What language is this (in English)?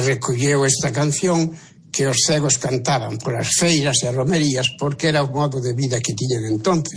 Galician